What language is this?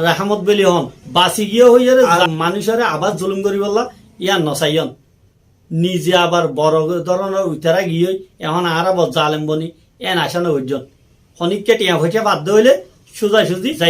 Rohingya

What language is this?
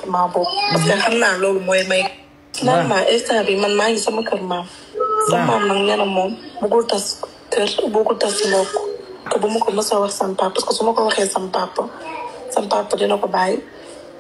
Wolof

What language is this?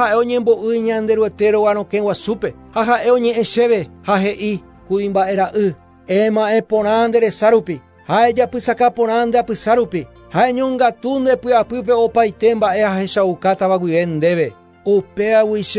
Guarani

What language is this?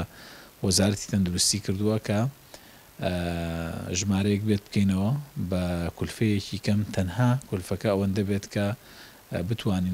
Central Kurdish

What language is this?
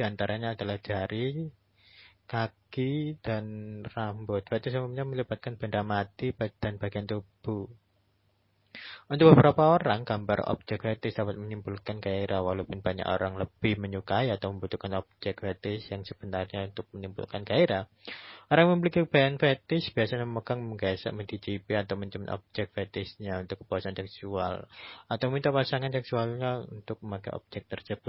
Indonesian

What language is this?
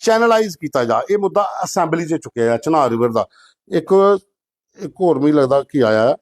Dogri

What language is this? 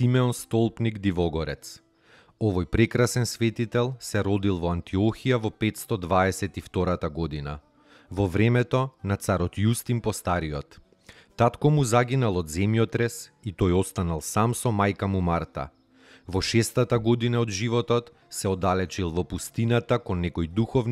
Macedonian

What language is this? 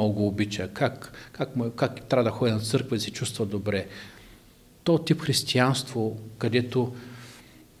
Bulgarian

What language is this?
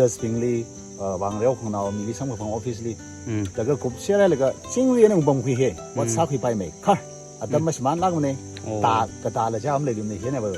Tangkhul Naga (India)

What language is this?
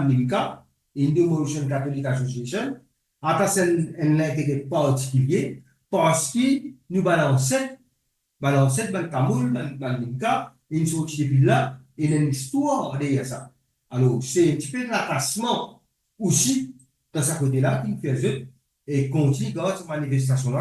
Morisyen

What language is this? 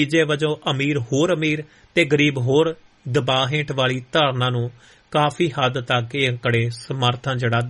Punjabi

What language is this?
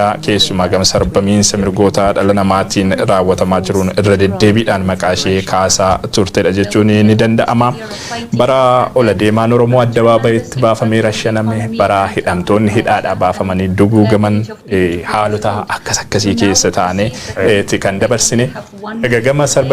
Oromo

